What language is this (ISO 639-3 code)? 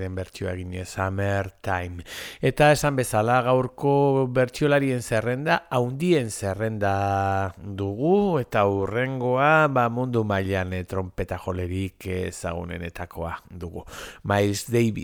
eus